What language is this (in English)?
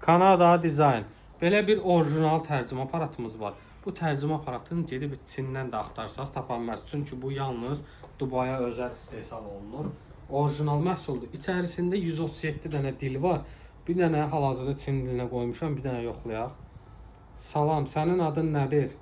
Azerbaijani